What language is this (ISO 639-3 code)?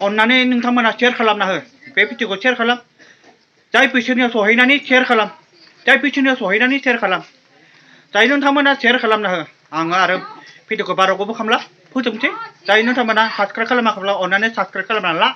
brx